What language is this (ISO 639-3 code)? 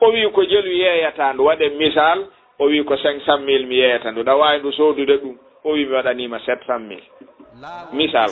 ful